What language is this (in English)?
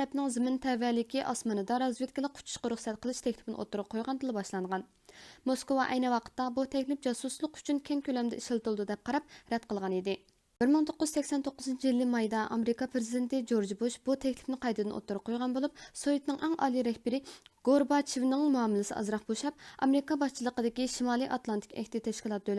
Uyghur